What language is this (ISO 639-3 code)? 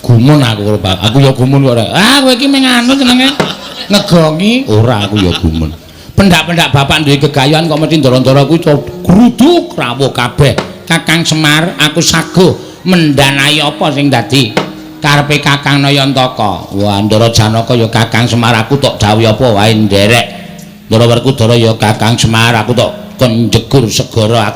jav